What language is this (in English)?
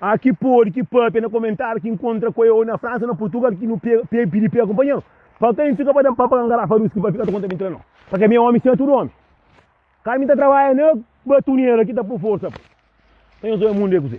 Kabuverdianu